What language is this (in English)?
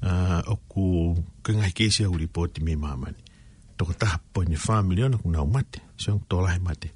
Tongan